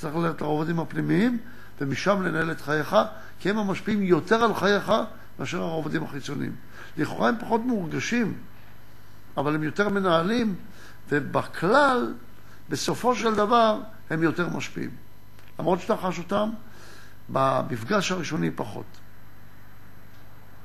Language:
Hebrew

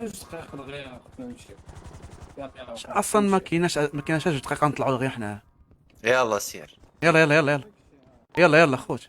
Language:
Moroccan Arabic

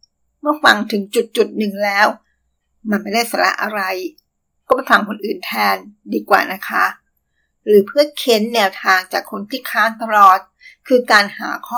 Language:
Thai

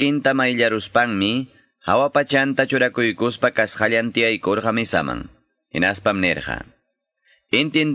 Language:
Quechua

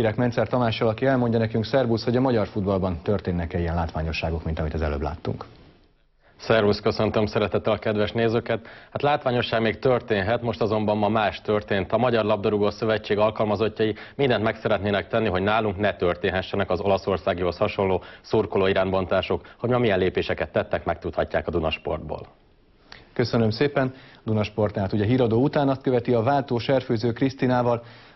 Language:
Hungarian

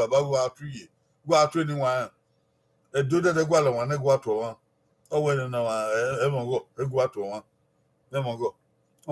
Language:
Bini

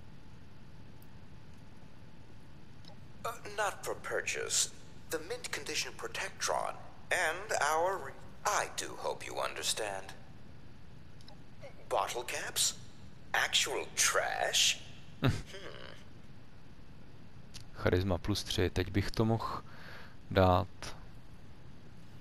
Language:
Czech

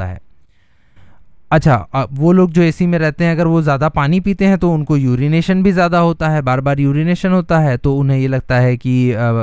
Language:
Hindi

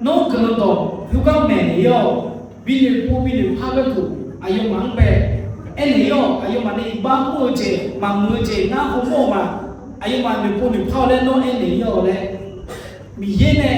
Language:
Akha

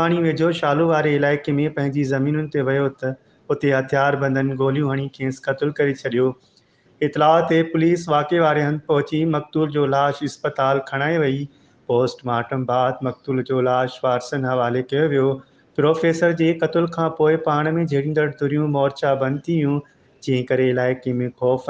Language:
Sindhi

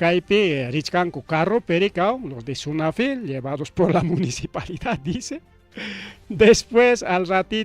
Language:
Ayacucho Quechua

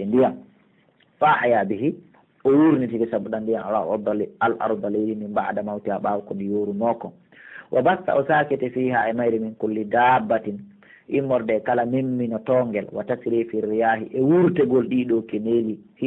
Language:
Pular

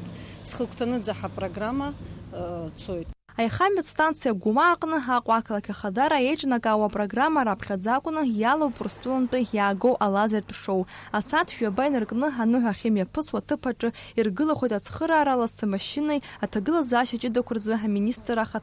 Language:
Abkhazian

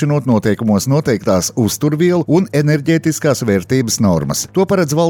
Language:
Latvian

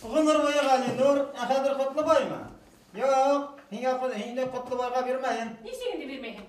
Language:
Bashkir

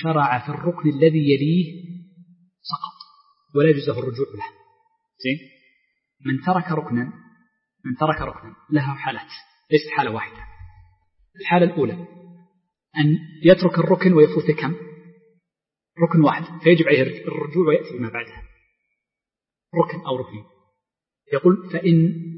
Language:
Arabic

